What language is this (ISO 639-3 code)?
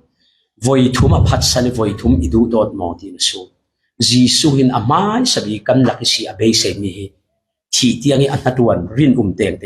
cfm